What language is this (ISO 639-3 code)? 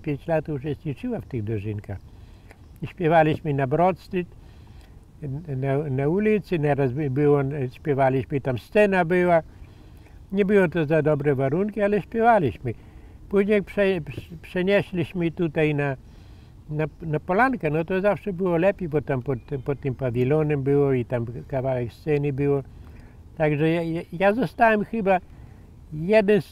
pol